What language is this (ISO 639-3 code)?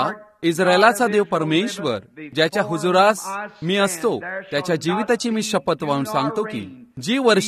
mar